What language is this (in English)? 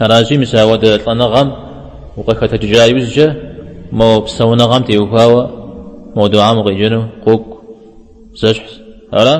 Kabardian